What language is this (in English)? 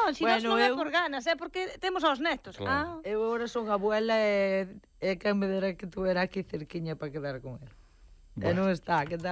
Galician